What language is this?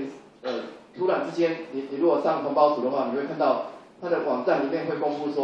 Chinese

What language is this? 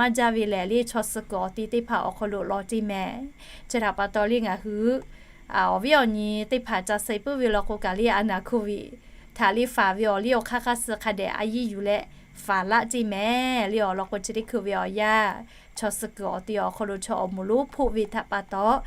Lahu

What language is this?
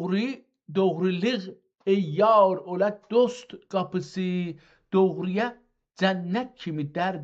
South Azerbaijani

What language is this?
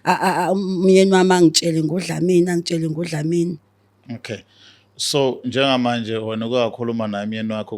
Zulu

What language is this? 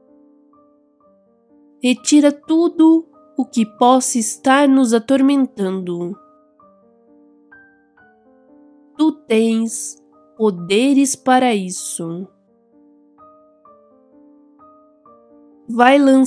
Portuguese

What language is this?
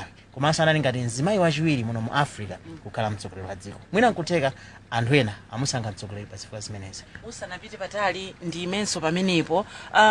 Nyanja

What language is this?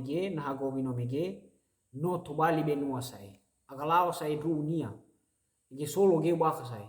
Nias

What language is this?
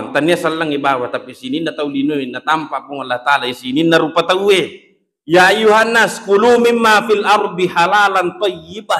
Buginese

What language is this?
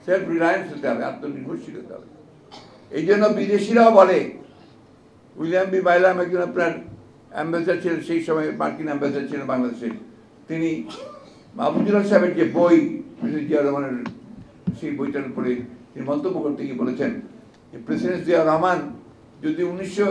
Bangla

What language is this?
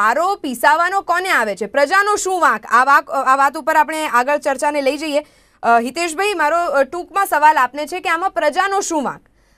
Gujarati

